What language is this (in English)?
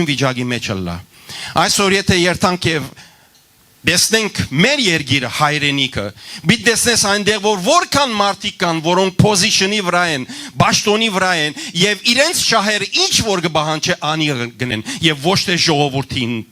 Western Armenian